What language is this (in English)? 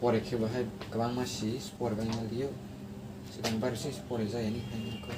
Kok Borok